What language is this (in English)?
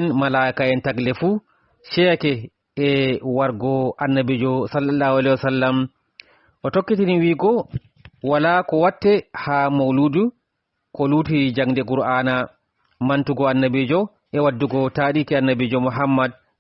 Fula